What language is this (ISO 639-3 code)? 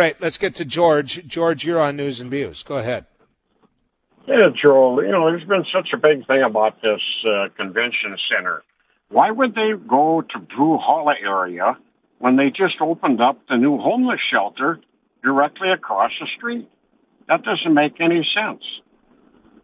eng